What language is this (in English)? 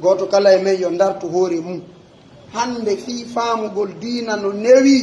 Pular